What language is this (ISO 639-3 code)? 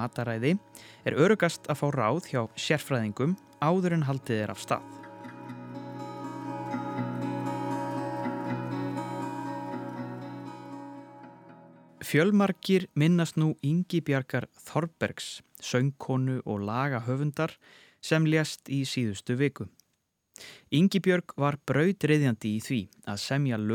isl